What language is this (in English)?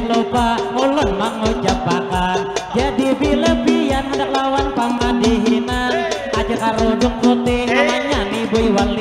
Banjar